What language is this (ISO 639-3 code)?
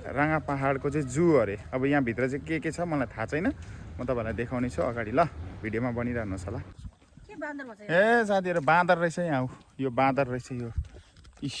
nep